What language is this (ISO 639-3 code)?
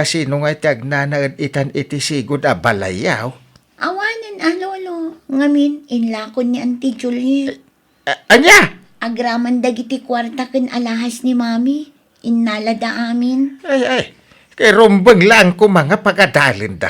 ilo